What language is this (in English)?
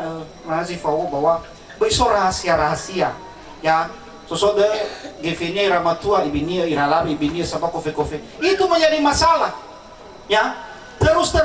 Nias